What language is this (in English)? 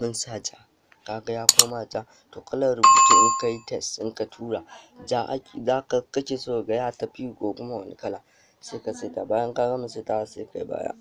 Hausa